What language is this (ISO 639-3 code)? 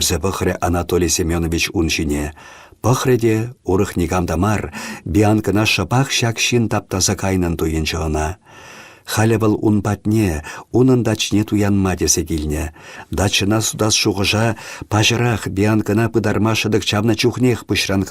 chv